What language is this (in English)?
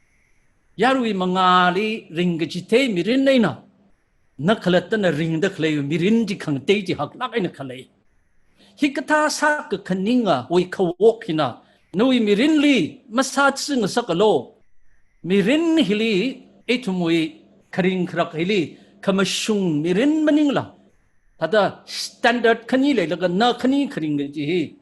Tangkhul Naga (India)